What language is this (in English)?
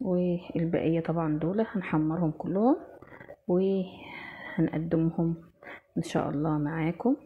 Egyptian Arabic